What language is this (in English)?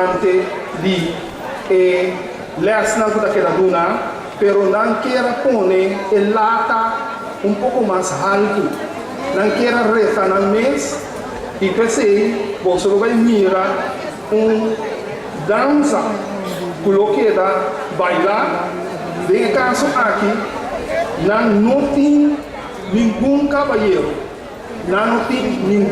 Papiamento